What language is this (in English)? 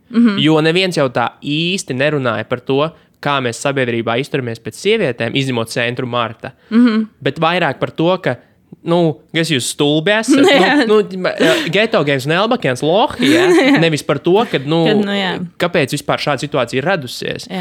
Latvian